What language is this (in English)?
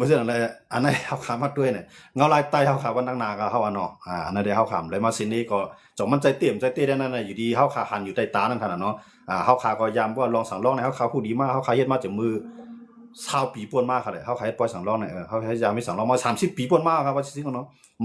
Shan